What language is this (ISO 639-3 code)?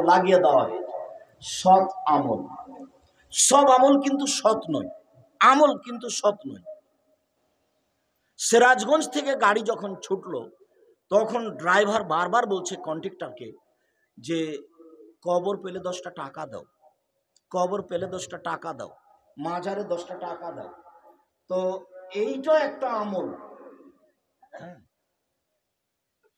ben